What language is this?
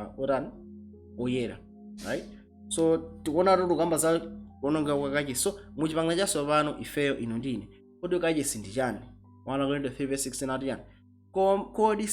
Nyanja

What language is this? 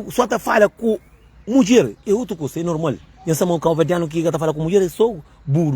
Kabuverdianu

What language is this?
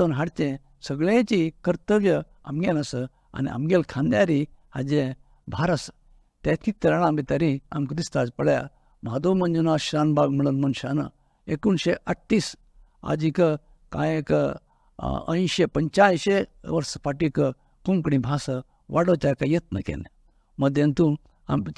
Konkani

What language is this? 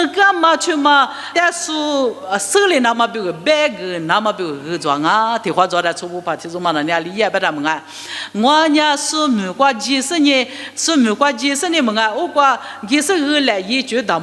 Lisu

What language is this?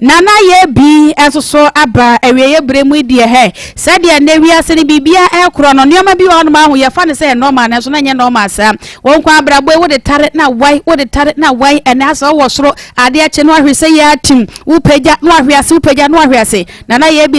Akan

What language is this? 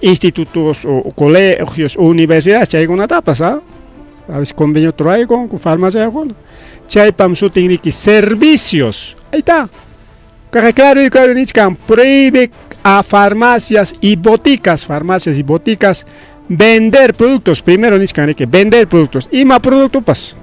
Ayacucho Quechua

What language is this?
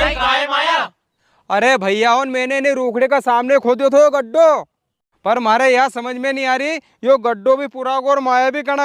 Rajasthani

